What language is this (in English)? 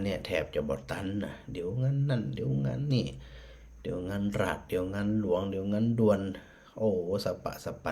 Northern Thai